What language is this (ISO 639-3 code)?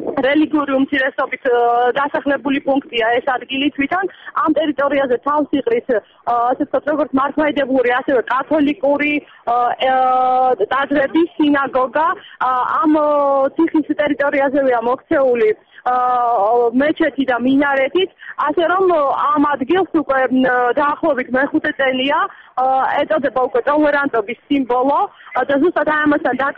kat